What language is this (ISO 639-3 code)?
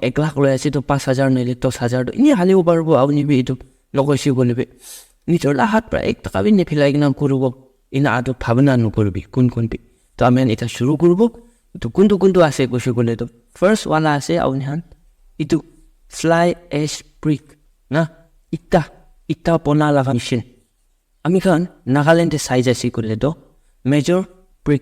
nag